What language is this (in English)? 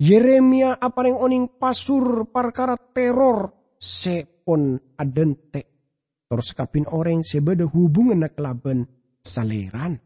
Madurese